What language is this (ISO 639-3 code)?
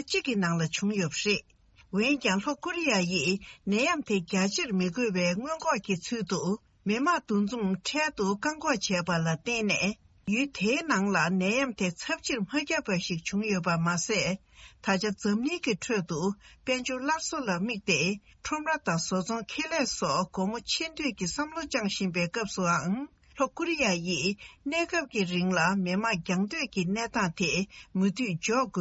bod